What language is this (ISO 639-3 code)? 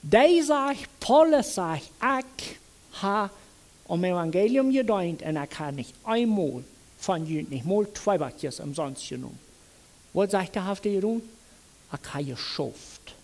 pdt